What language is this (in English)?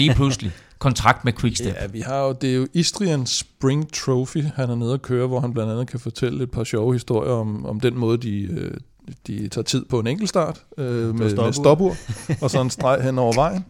Danish